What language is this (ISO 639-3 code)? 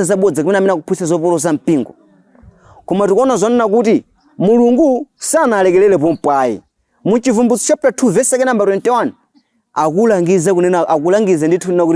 nya